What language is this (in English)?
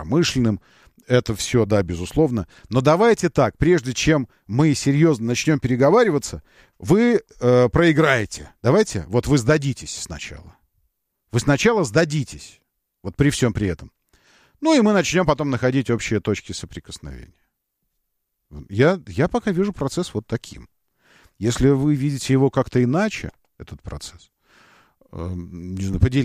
Russian